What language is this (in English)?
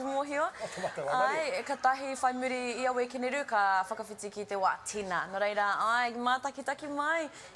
Māori